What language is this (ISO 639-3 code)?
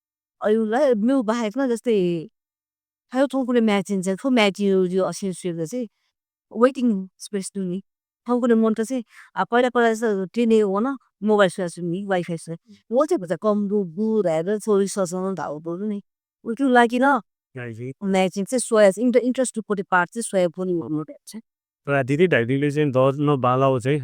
new